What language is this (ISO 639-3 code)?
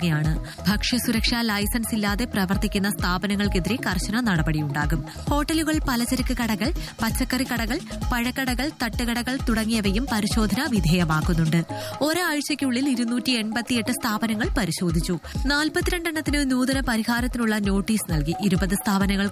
mal